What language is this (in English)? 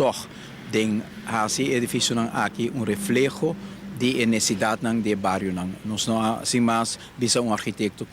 Papiamento